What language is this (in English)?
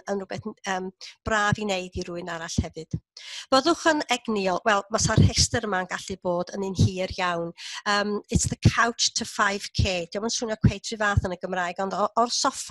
Welsh